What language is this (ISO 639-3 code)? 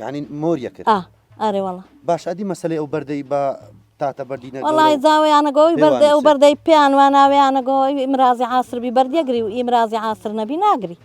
ckb